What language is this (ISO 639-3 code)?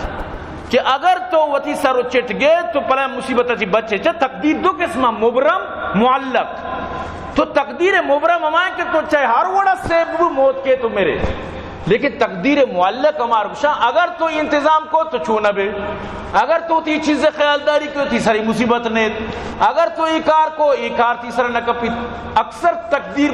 bal